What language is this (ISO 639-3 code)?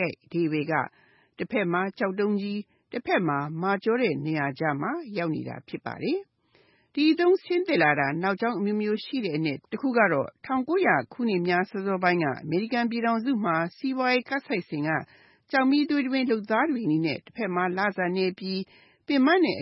mya